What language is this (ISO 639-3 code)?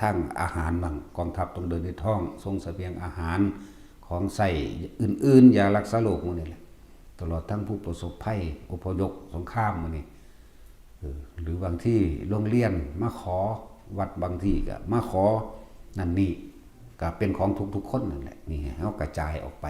tts